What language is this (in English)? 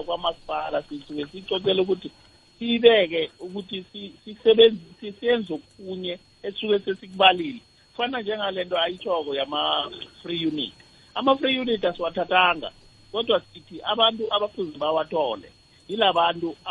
South Ndebele